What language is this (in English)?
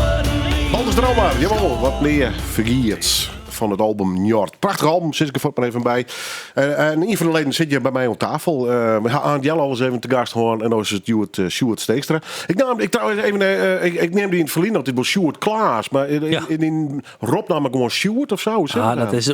Western Frisian